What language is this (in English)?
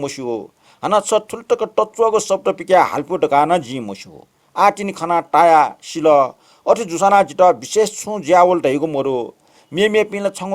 Newari